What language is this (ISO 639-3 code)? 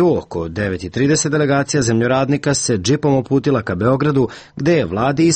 srp